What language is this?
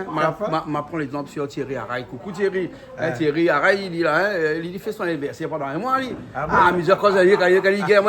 Réunion Creole French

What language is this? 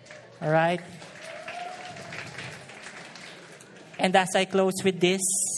Filipino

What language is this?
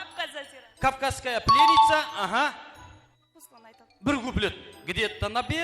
Kara-Kalpak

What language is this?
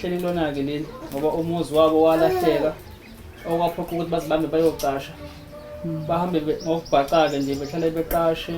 Zulu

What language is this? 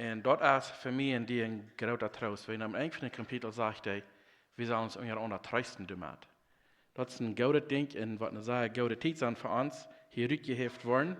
Plautdietsch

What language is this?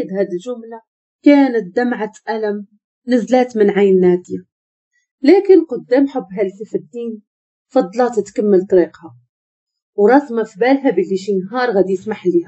Moroccan Arabic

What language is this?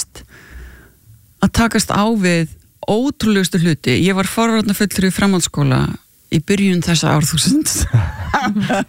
Icelandic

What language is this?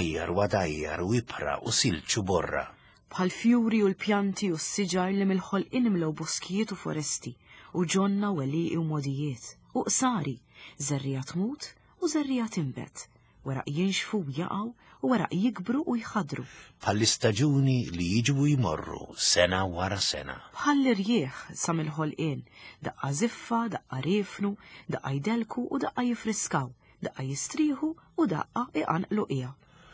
Maltese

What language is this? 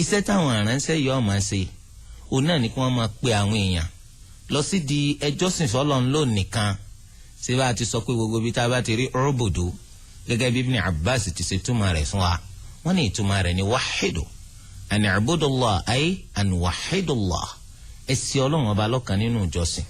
Yoruba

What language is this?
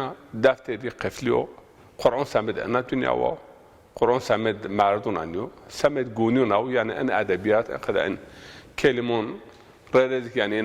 Zaza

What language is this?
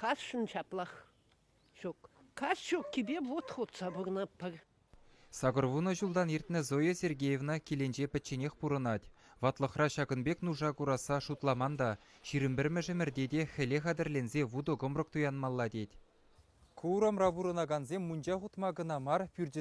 Chuvash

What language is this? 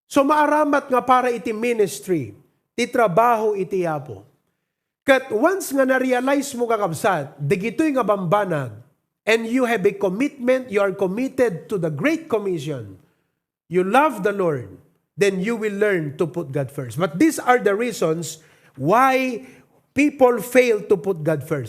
Iloko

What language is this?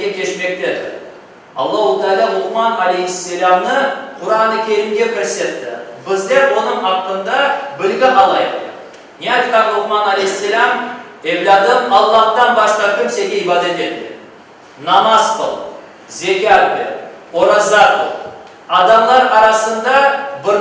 Crimean Tatar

